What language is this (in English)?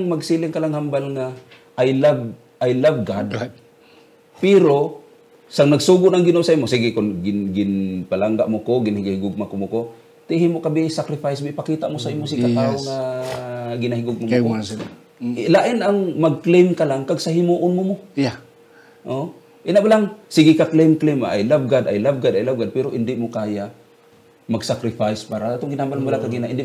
Hiligaynon